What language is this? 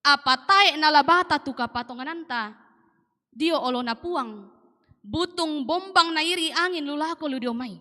Toraja-Sa'dan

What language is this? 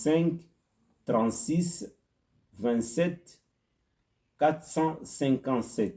Kituba (Democratic Republic of Congo)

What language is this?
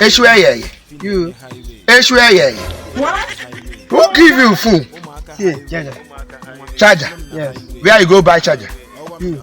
Nigerian Pidgin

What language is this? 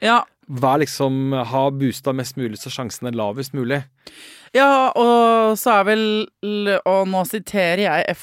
Norwegian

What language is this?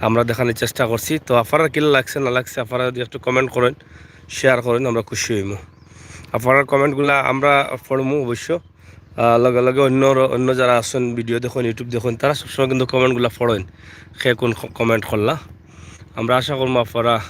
Sylheti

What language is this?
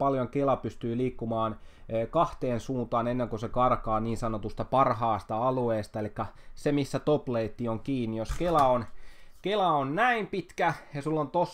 Finnish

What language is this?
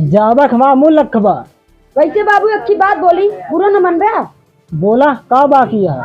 Awadhi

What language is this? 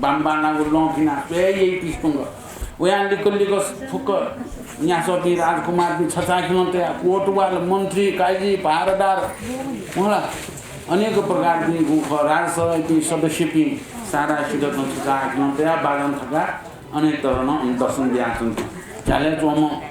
Newari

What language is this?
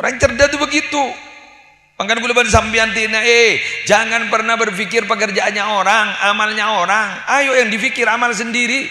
Madurese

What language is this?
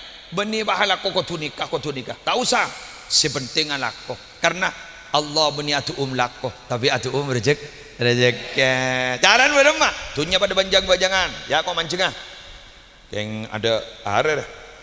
Madurese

